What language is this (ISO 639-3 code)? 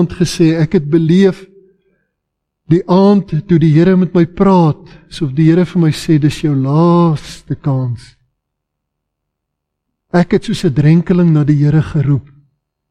afr